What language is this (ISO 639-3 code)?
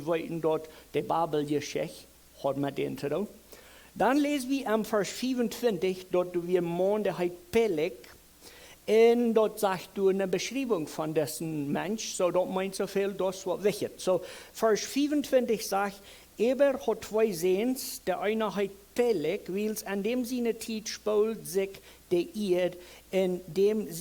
pdt